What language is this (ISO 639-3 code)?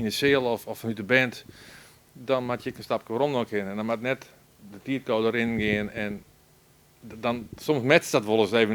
fry